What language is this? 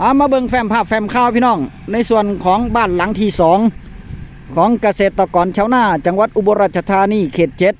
Northeastern Thai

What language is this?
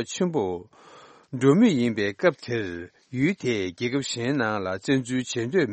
Tibetan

